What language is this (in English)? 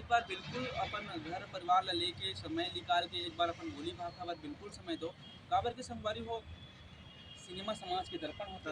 Chhattisgarhi